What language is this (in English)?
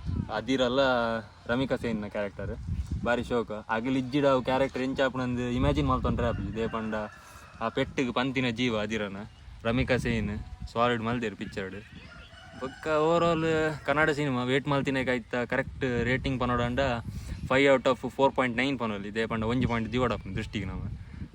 Tulu